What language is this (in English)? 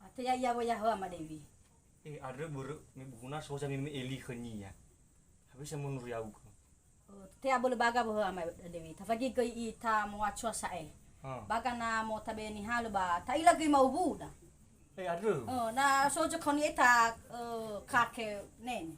Nias